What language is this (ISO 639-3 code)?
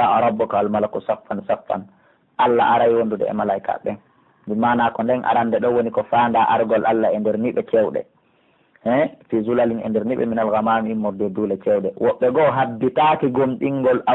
fuf